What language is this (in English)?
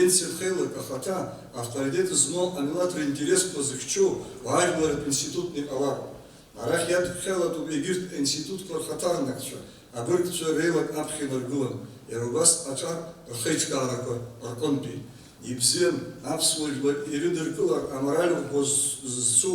Abkhazian